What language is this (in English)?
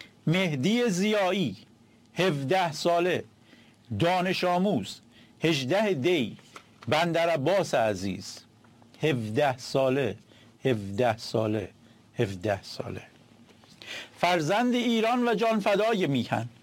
Persian